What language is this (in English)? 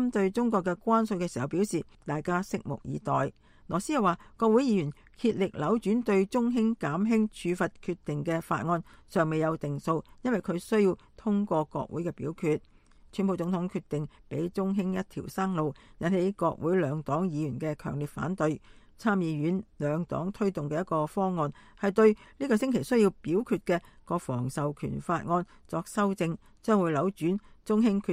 Cantonese